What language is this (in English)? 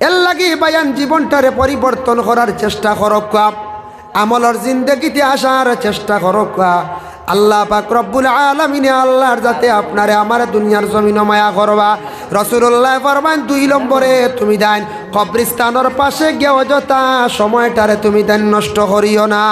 Sylheti